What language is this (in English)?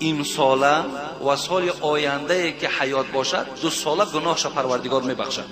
Tajik